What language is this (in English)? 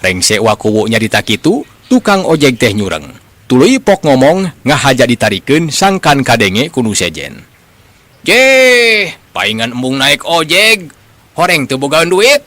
Sundanese